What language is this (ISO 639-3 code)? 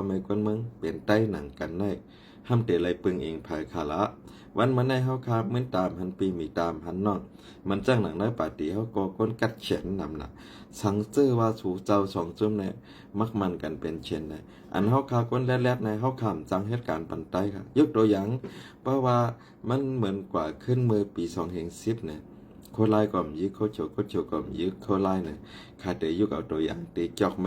shn